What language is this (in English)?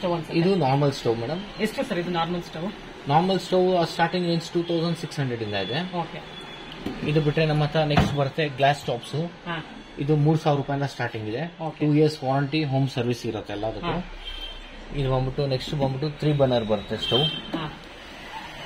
Kannada